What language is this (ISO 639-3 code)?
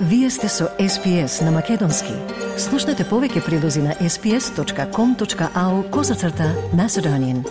mkd